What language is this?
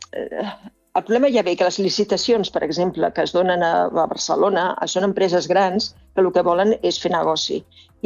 Catalan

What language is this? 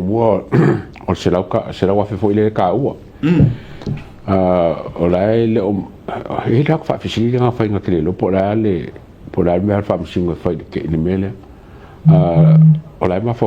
Samoan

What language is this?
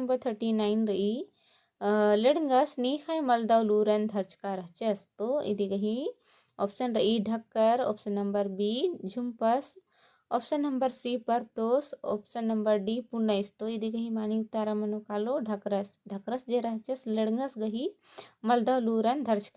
Kurukh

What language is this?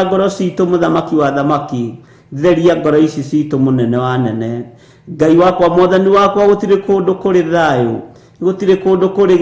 Kikuyu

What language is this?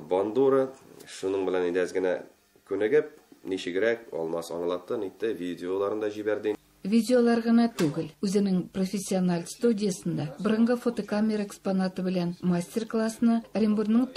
Tatar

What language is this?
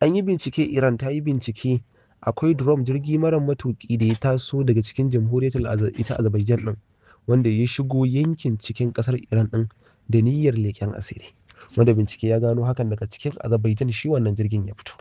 Hausa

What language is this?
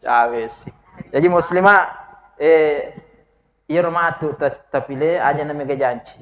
Buginese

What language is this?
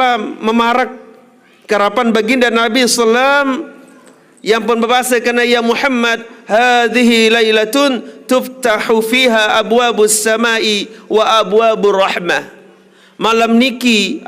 Sasak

